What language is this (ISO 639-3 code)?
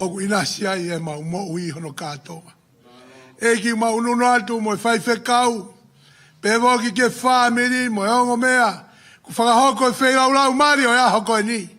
ton